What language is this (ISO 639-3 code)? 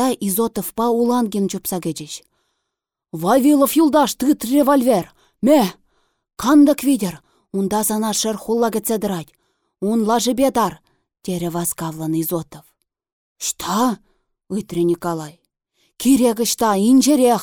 chv